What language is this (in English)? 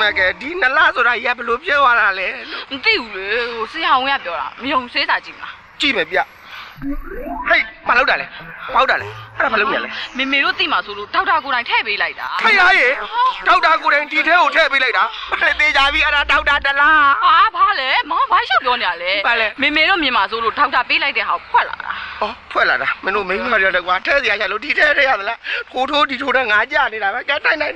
Burmese